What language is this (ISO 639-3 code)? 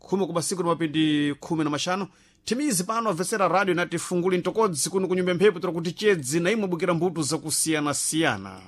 seh